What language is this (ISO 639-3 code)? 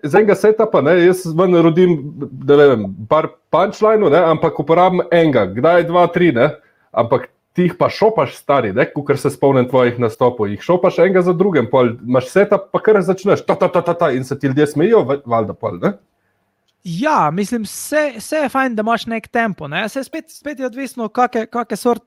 slv